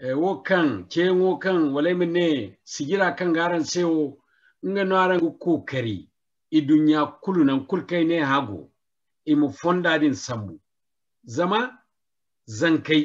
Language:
Zarma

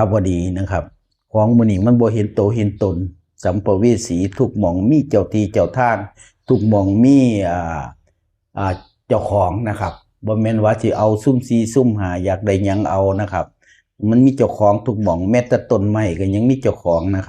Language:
Northeastern Thai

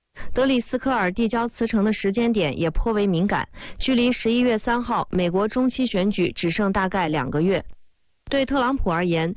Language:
Chinese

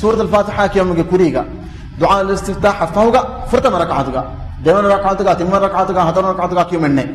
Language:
Divehi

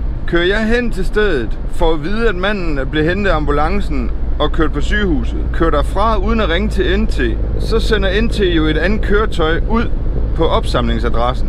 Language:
Danish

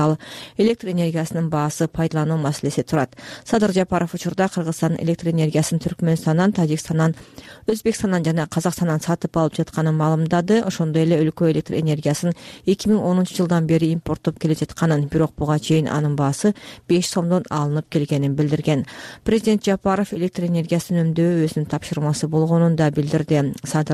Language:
Kyrgyz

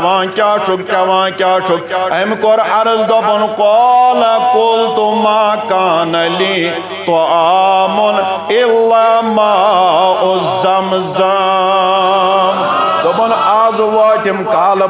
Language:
Kashmiri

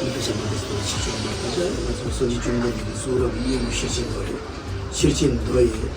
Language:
Tibetan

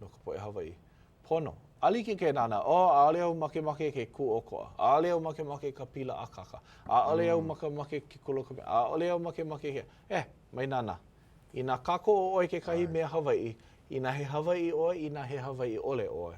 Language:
Hawaiian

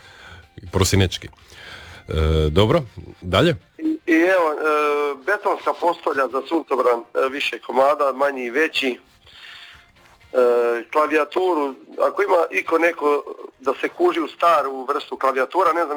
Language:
Croatian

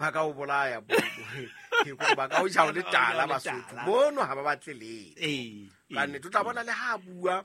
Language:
Southern Sotho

